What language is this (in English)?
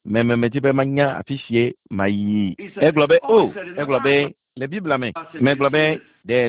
Ewe